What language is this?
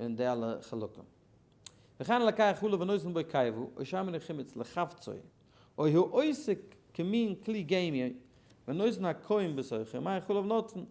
Yiddish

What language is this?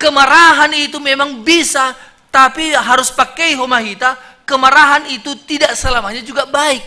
Batak Simalungun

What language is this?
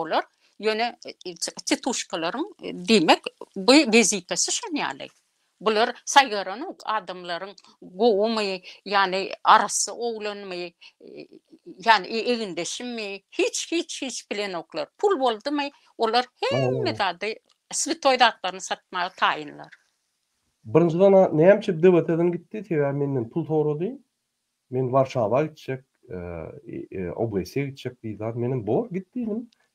Turkmen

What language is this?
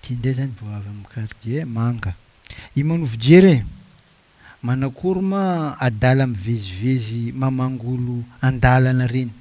Malagasy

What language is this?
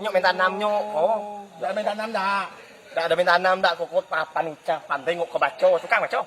Minangkabau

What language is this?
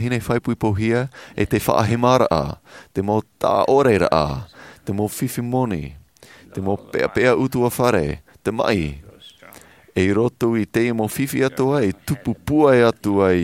Tahitian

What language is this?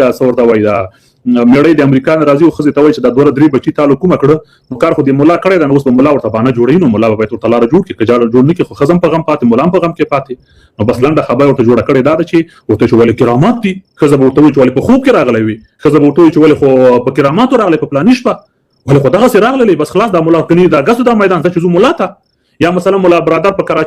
Pashto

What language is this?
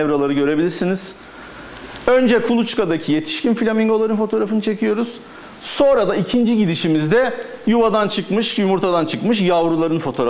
Turkish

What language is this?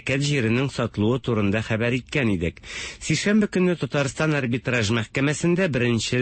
Tatar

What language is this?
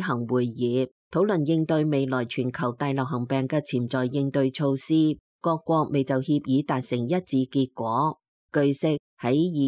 Cantonese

